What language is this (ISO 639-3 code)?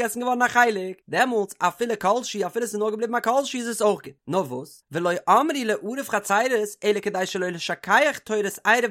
yid